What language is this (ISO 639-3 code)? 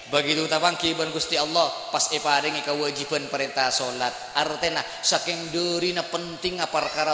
mad